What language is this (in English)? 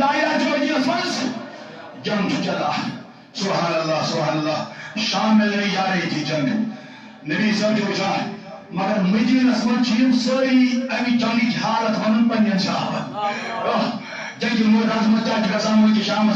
Kashmiri